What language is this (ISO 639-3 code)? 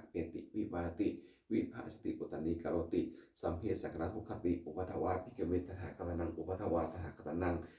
pli